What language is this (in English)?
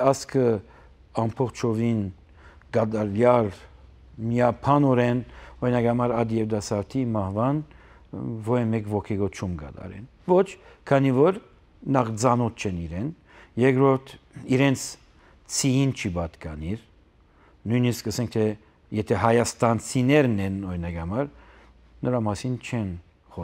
Armenian